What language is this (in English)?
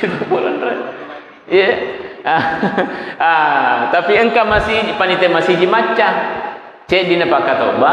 Buginese